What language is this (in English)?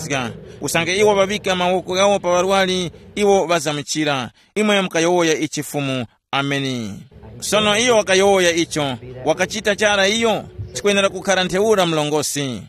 Tumbuka